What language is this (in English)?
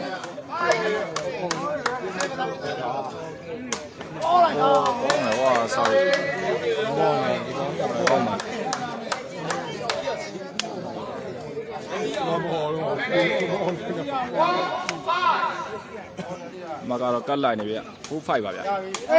Burmese